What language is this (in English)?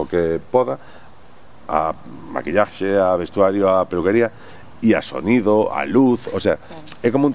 Galician